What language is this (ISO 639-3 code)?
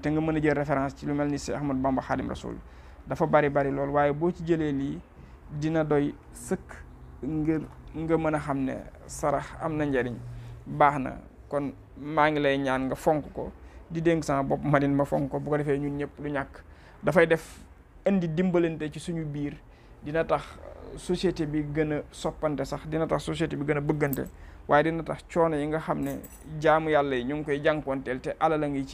wol